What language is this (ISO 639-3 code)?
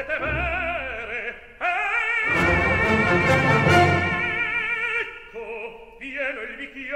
ita